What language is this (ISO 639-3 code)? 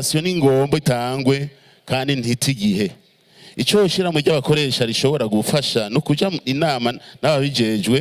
run